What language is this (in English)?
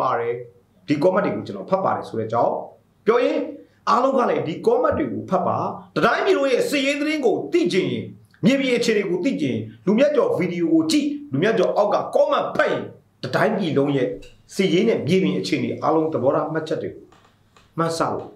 Burmese